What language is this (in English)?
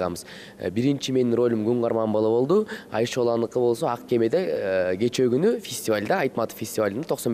Kyrgyz